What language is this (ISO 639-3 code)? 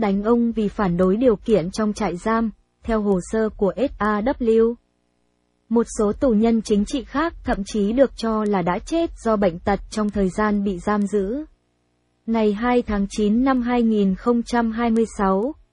vie